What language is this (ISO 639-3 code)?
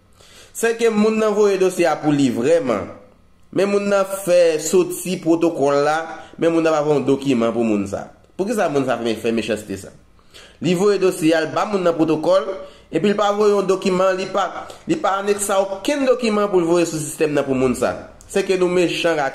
hat